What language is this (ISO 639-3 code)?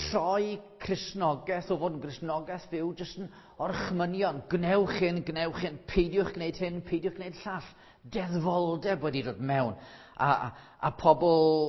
cym